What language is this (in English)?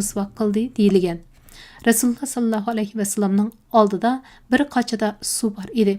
Uyghur